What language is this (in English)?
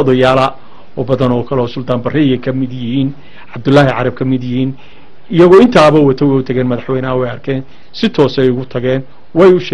Somali